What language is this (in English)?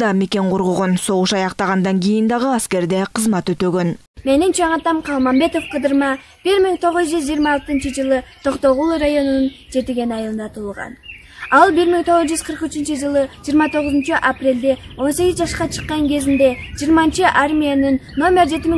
Kyrgyz